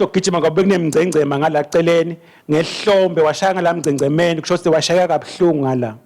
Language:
Swati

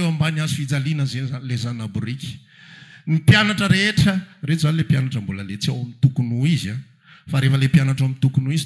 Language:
Malagasy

